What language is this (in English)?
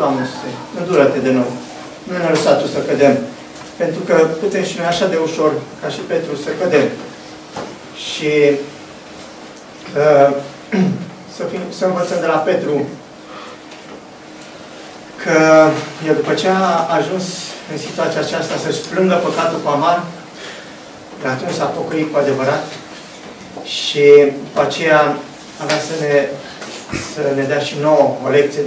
Romanian